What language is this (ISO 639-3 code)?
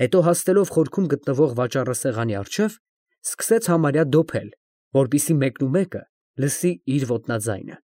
hye